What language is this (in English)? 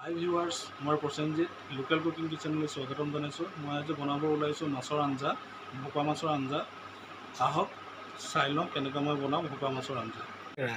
Assamese